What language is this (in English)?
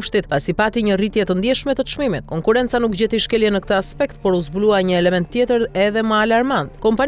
Albanian